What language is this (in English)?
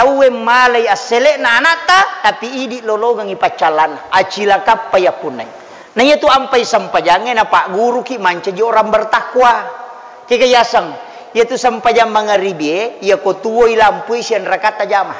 Buginese